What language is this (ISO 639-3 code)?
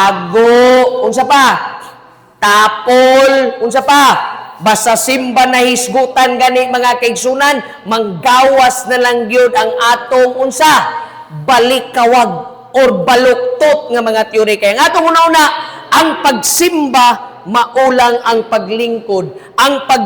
ceb